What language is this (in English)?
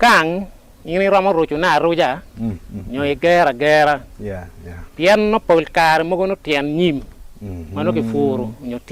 Acoli